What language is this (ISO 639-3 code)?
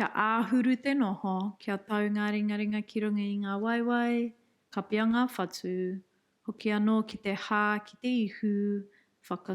mri